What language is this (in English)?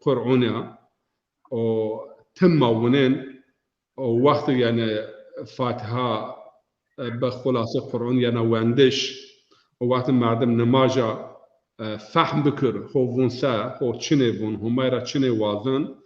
Zaza